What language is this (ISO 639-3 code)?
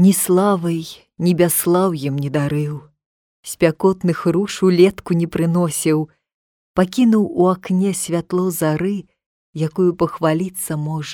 bel